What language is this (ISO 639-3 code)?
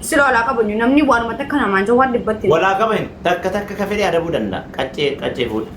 orm